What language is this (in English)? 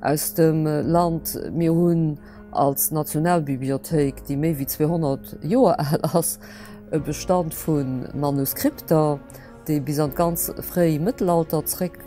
Luxembourgish